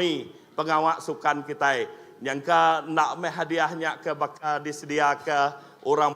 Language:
Iban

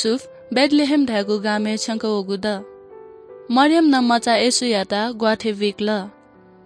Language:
Newari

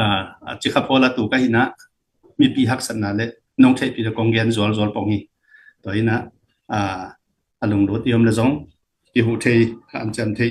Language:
Tedim Chin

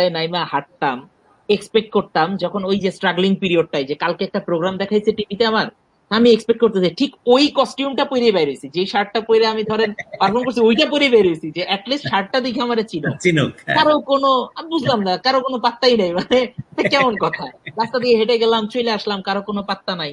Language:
Bangla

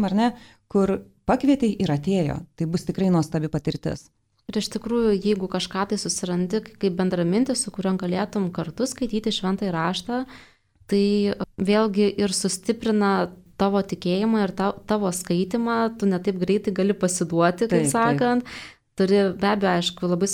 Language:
Lithuanian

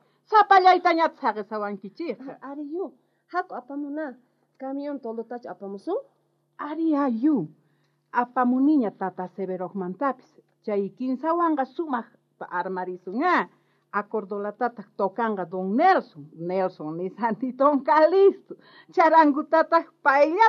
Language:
South Bolivian Quechua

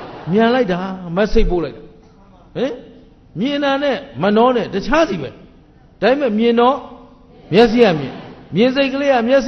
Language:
Burmese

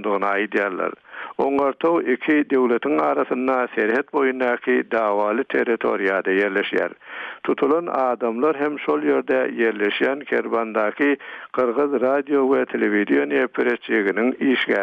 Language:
Turkmen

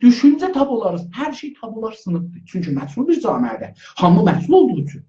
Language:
South Azerbaijani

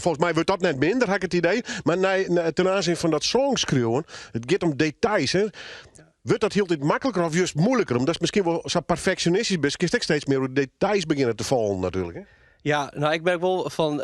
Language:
Western Frisian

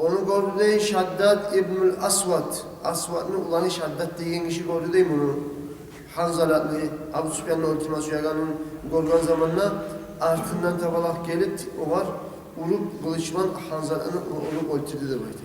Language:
Kumyk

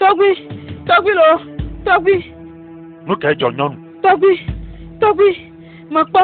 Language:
Ewe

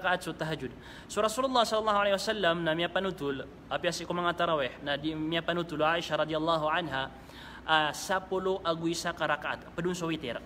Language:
Maranao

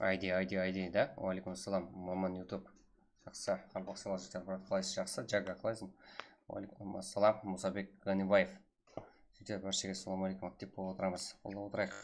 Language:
Kara-Kalpak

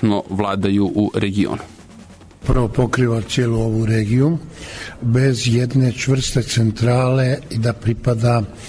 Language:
Serbian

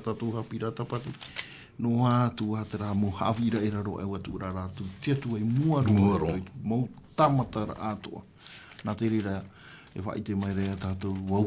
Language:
Tahitian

